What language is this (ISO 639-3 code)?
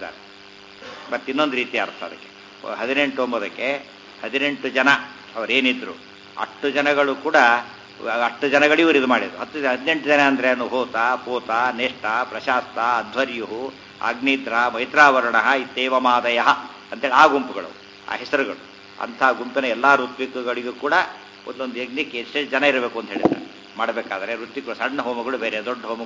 kan